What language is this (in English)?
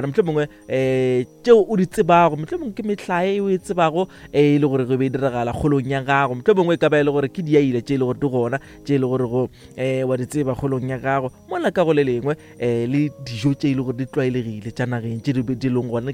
Northern Sotho